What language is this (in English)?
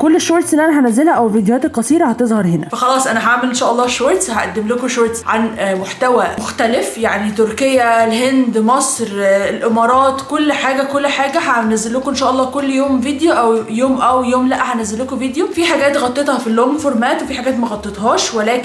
Egyptian Arabic